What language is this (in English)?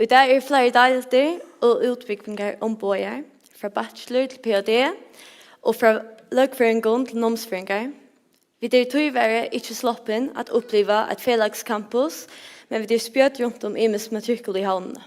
Faroese